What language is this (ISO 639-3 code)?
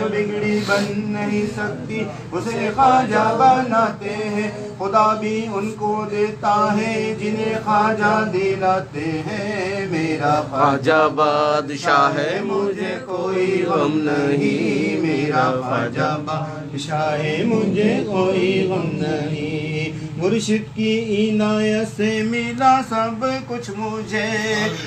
urd